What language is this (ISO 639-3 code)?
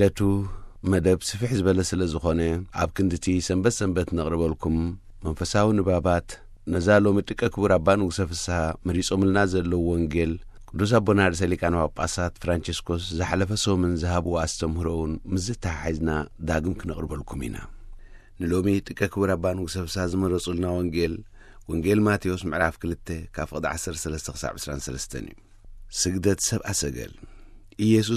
tir